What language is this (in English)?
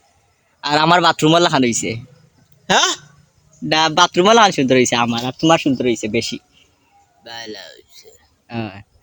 Sylheti